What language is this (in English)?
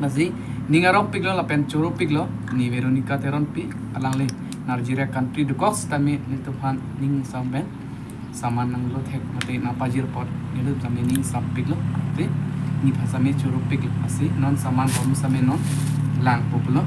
Karbi